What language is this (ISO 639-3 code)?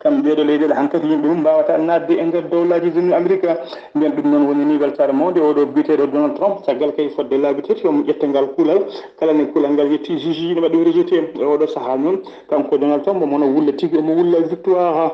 ful